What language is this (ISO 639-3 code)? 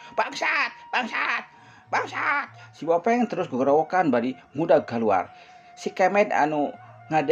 sun